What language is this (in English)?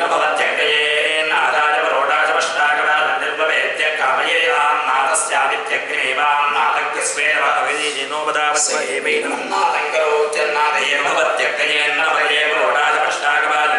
Sanskrit